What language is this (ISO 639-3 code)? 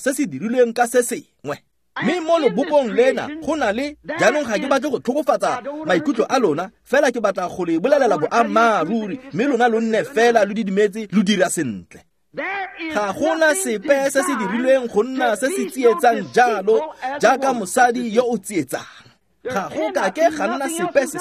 tsn